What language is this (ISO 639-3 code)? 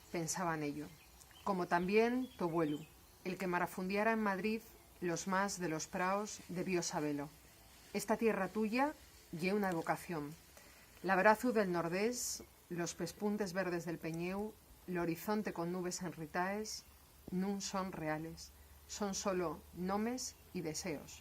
ast